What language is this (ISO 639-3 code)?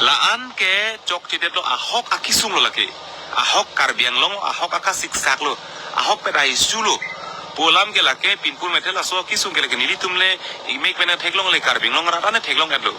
mjw